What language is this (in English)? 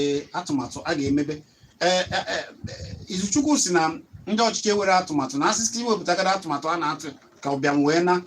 Igbo